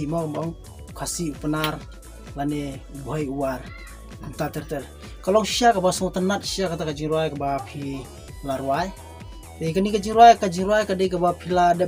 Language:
Khasi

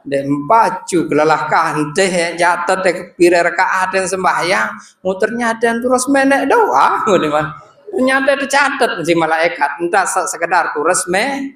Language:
Sasak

